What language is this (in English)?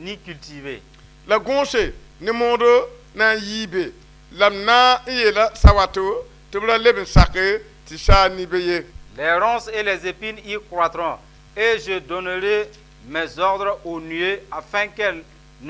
Mossi